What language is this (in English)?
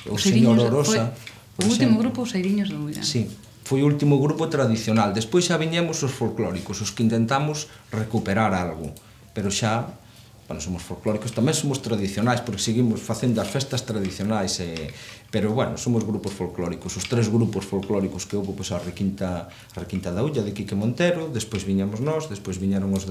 Galician